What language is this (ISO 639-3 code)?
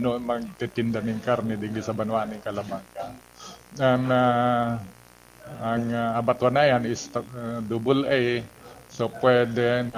bik